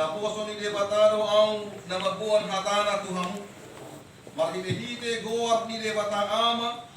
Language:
Batak Toba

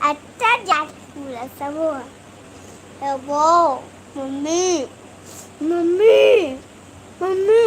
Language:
Chhattisgarhi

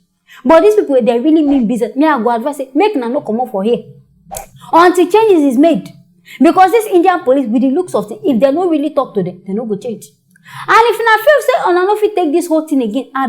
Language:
Nigerian Pidgin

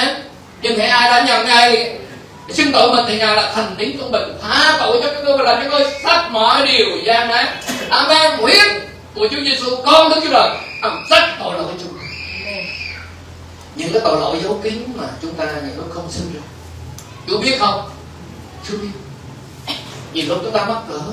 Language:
Vietnamese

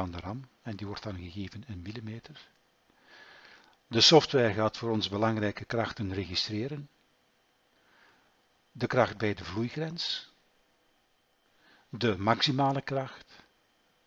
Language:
Dutch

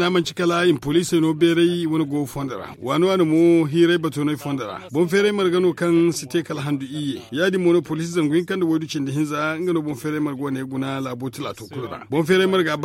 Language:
Zarma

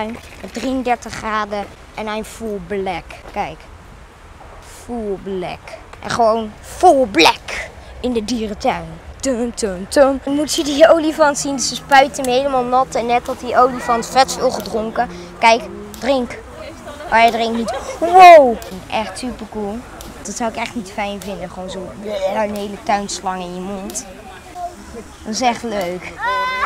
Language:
Dutch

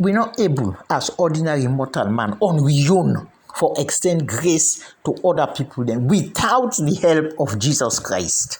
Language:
Krio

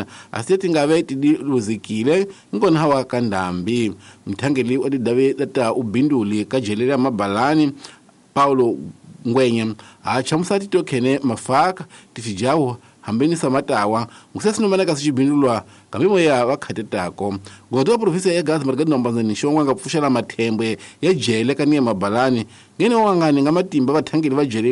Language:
Tsonga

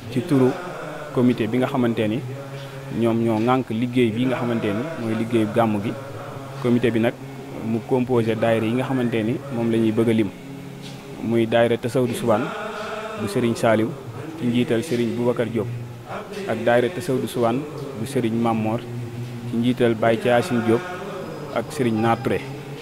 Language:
Wolof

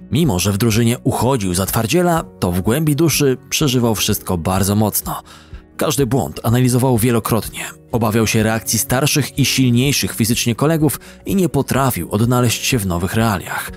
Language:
Polish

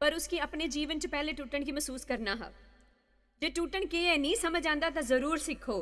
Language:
Dogri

